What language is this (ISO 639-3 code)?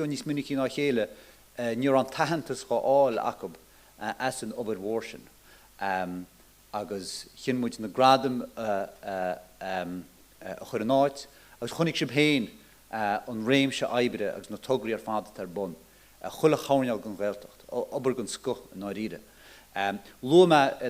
gle